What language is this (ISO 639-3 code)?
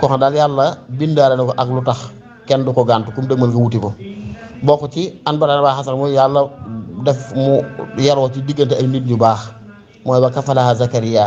wol